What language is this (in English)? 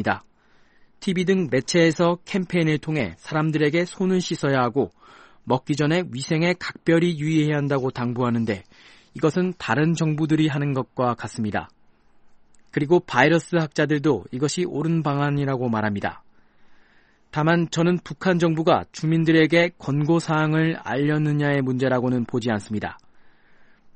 Korean